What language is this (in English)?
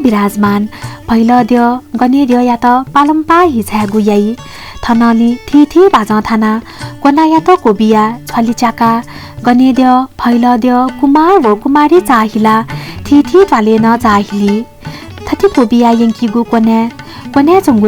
Newari